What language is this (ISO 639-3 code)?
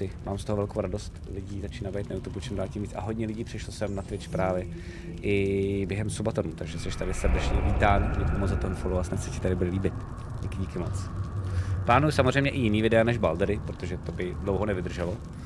ces